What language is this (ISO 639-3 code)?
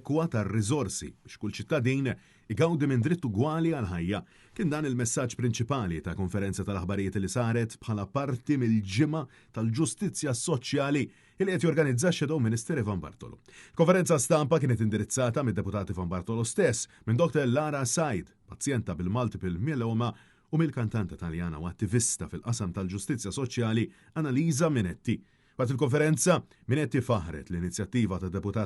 mlt